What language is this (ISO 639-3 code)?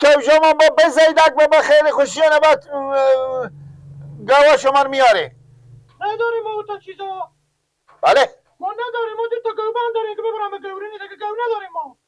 fas